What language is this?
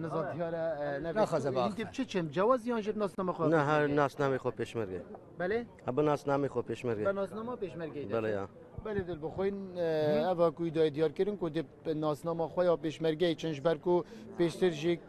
Kurdish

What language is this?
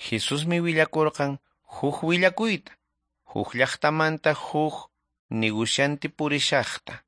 Quechua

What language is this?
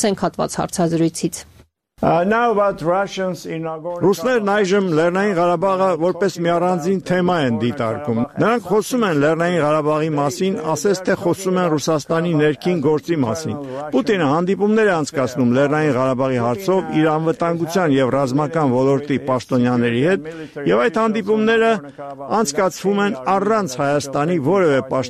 Armenian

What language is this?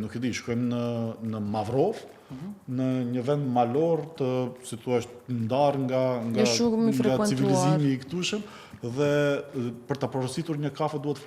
Albanian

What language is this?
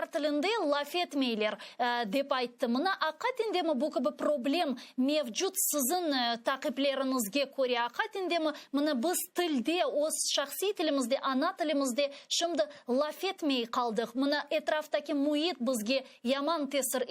Crimean Tatar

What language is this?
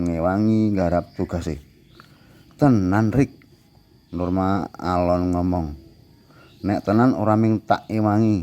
Javanese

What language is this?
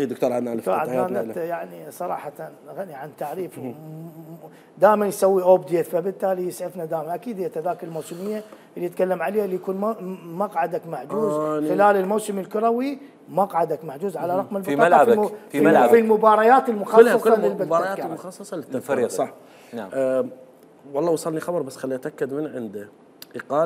Mesopotamian Arabic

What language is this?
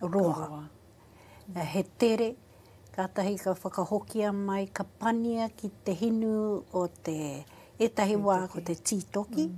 Māori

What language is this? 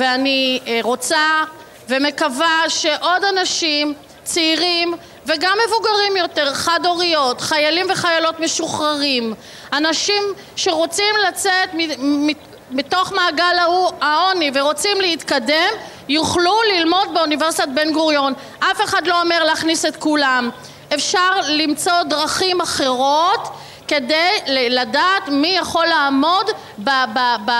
Hebrew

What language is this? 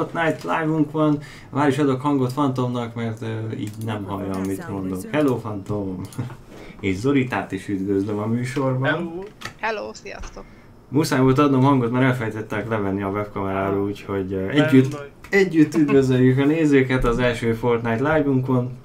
Hungarian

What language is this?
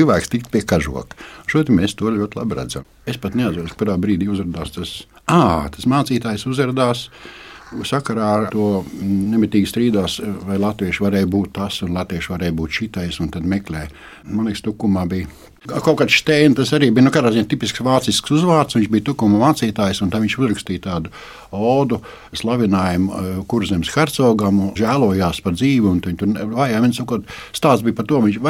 Latvian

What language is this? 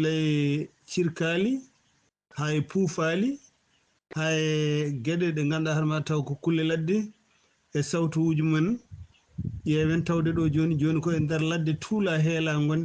Fula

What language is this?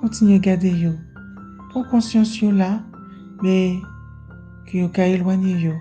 Guadeloupean Creole French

